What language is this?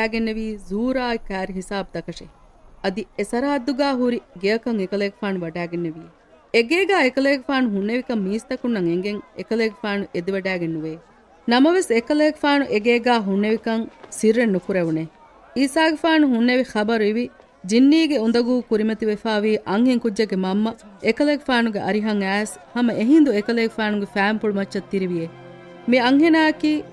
Divehi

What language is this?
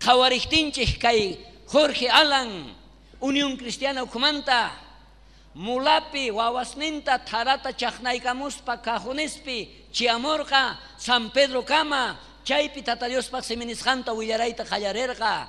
South Bolivian Quechua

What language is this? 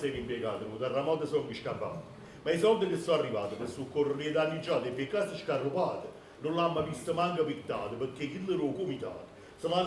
Neapolitan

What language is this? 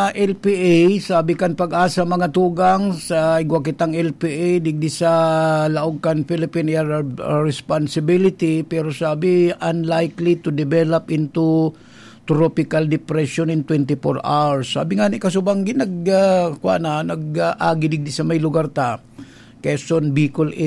Bikol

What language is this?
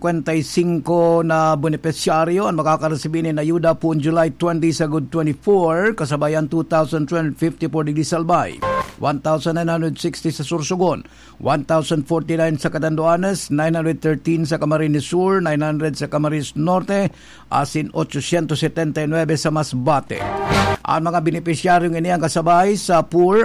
Bikol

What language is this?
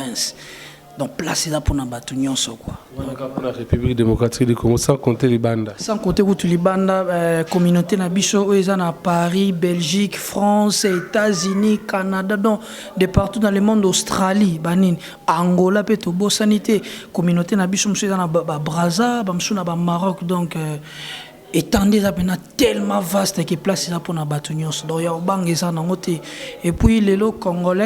Lingala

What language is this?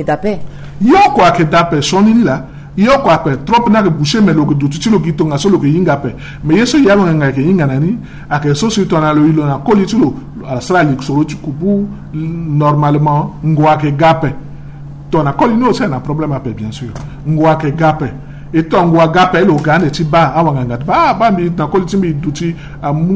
Sango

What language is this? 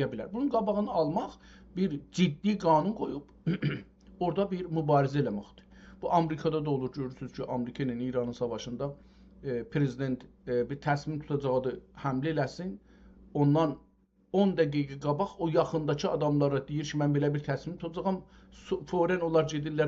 South Azerbaijani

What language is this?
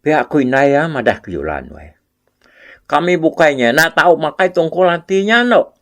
Iban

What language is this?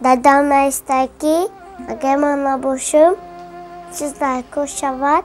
Tajik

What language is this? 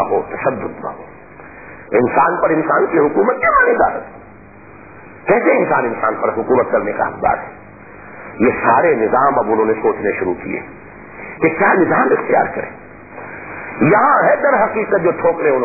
Urdu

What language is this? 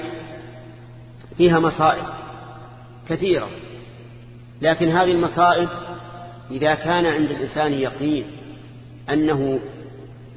Arabic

